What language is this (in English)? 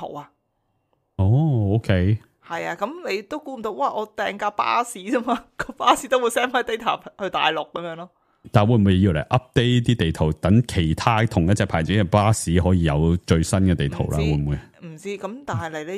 Cantonese